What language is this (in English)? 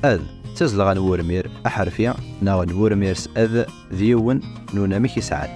Kabyle